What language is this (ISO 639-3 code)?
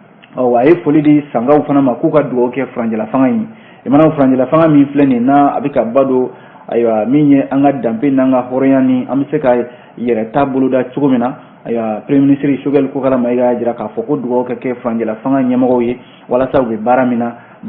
bam